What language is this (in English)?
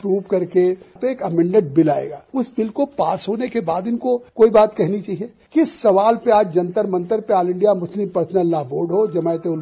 Sanskrit